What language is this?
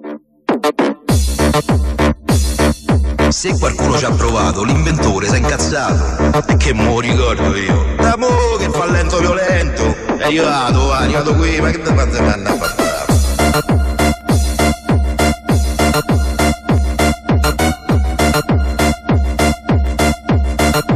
Italian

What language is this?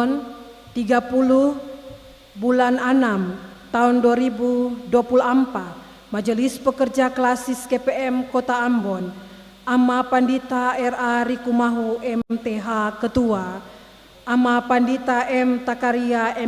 Ambonese Malay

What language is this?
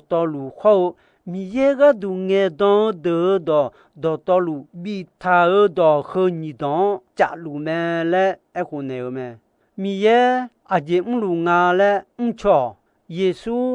Akha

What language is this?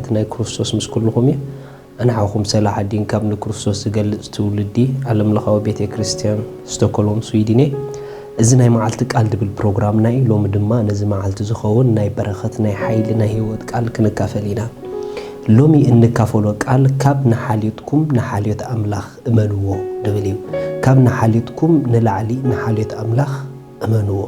Tigrinya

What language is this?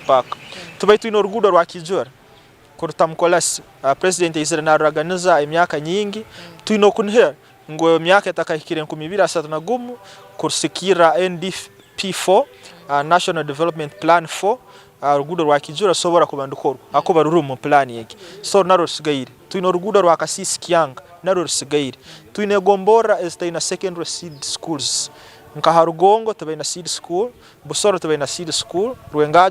Nyankole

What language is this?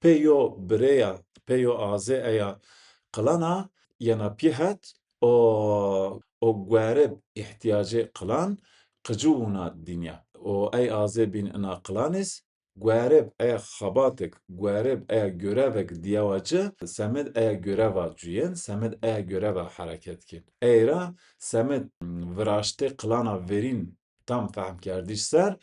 Zaza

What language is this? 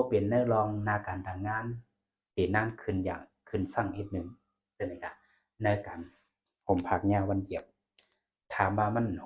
Shan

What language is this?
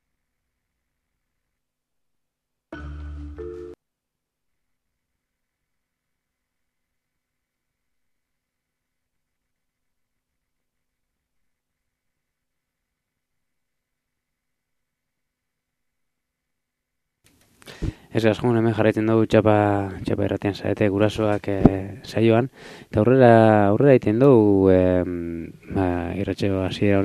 Basque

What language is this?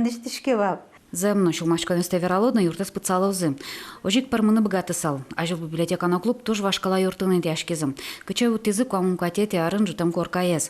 Udmurt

